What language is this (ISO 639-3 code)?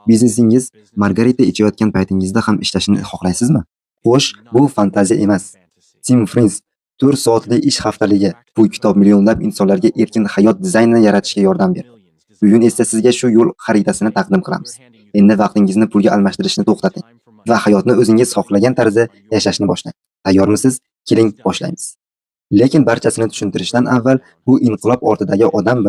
uzb